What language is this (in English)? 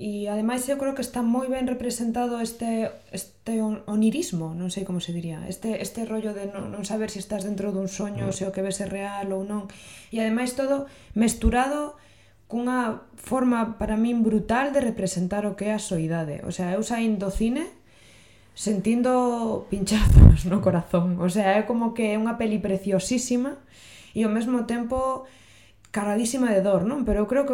Galician